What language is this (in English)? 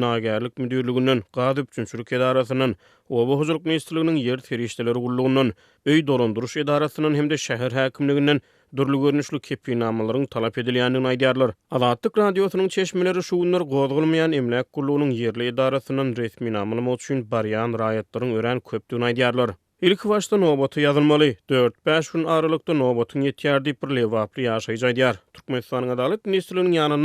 Turkmen